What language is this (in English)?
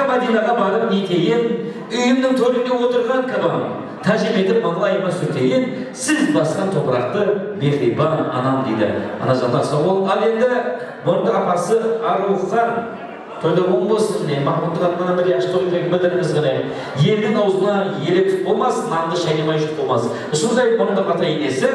Kara-Kalpak